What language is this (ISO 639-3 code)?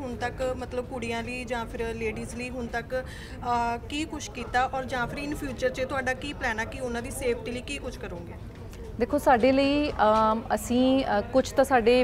pan